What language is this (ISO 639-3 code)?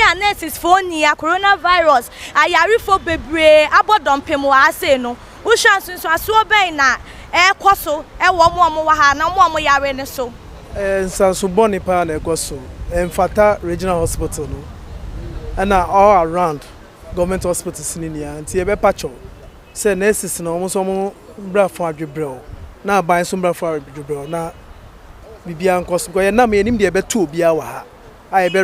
aka